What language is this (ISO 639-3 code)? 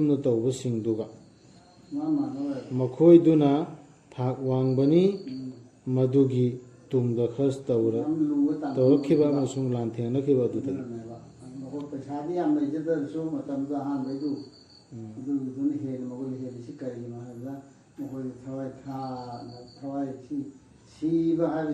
mni